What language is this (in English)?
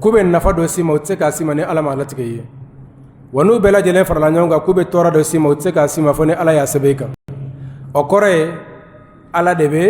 Bambara